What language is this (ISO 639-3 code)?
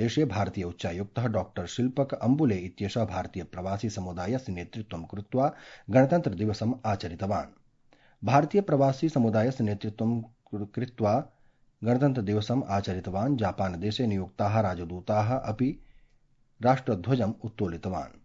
san